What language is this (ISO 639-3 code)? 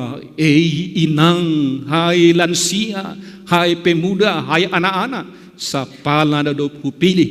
bts